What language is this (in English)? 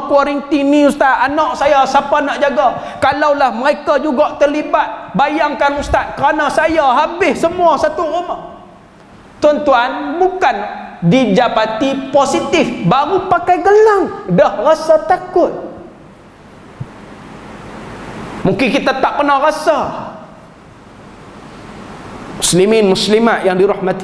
Malay